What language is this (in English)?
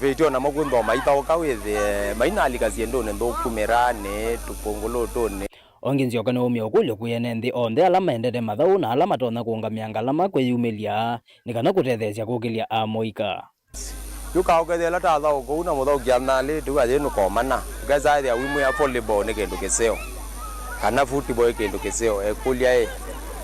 Kamba